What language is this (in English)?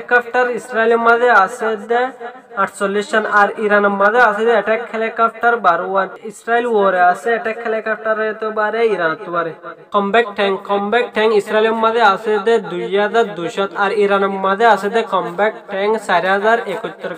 Rohingya